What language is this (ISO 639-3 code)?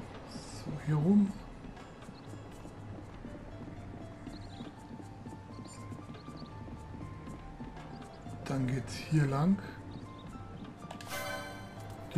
deu